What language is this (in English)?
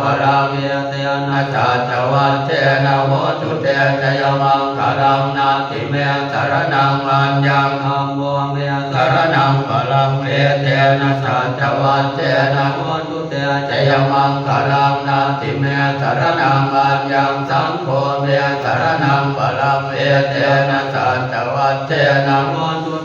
Pali